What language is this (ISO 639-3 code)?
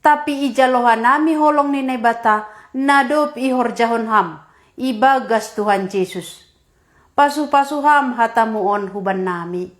bts